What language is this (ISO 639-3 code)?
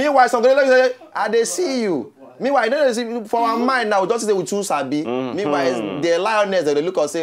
pcm